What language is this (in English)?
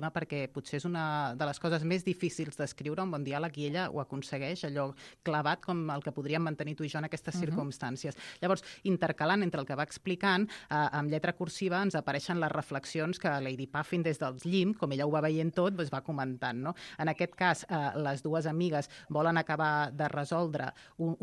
Catalan